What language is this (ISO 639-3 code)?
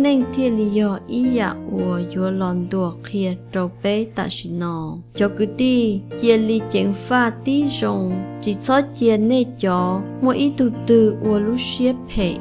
hmn